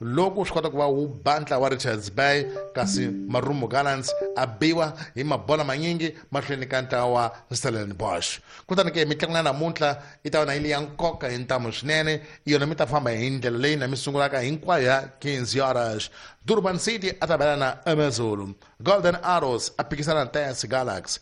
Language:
Tsonga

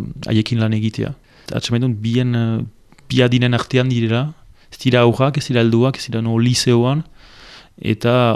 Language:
Basque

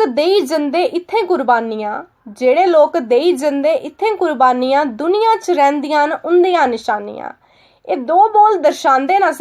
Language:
Dogri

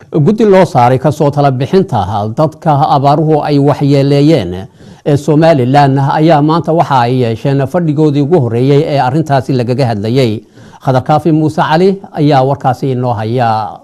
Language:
Somali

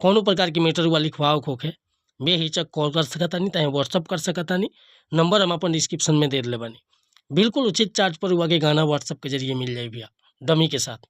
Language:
Bhojpuri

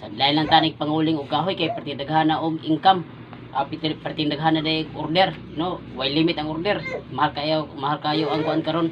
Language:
Cebuano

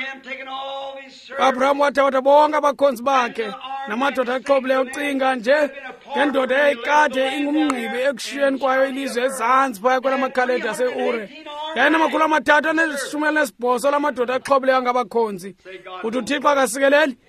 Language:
Xhosa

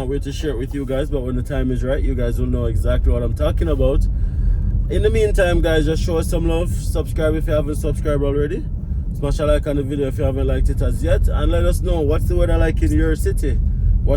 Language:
Jamaican Creole English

